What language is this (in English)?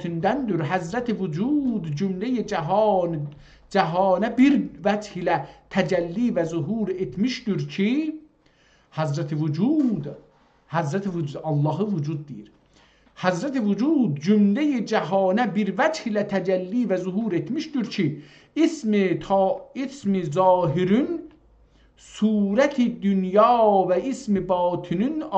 South Azerbaijani